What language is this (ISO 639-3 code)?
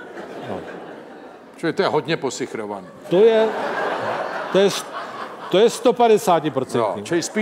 ces